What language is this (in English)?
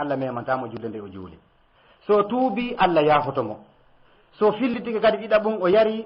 Fula